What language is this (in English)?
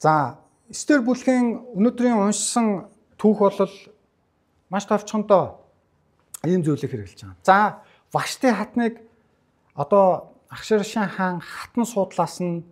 Mongolian